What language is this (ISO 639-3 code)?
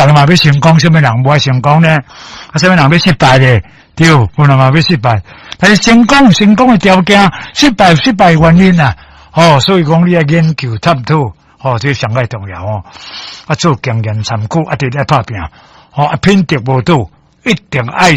nan